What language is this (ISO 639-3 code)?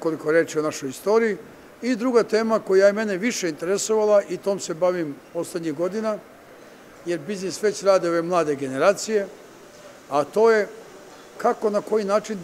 srp